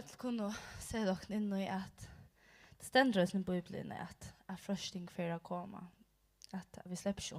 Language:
Faroese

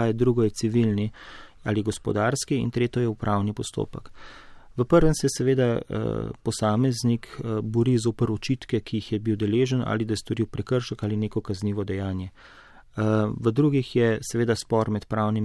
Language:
Slovenian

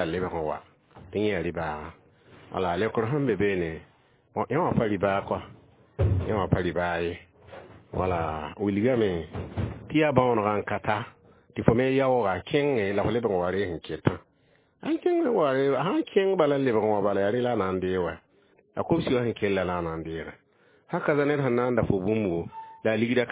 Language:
Mossi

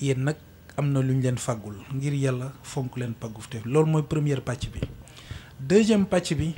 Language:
Wolof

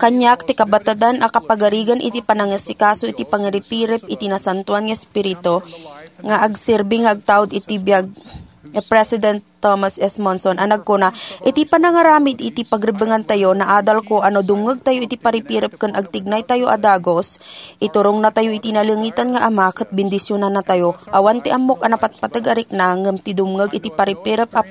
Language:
Iloko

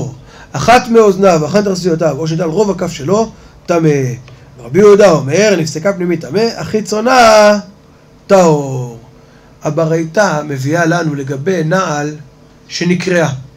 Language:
Hebrew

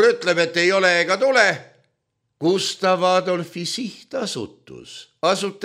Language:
Estonian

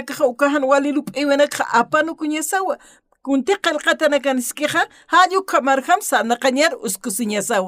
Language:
Aymara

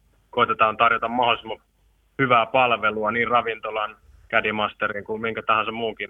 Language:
Finnish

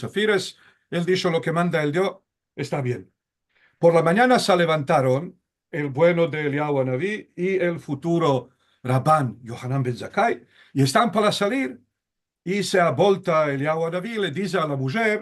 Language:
Ladino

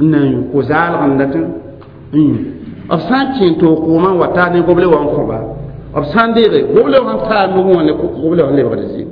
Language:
Mossi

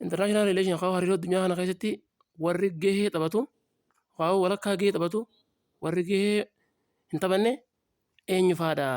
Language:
Oromo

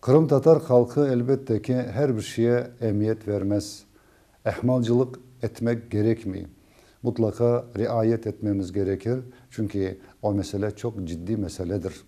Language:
Crimean Tatar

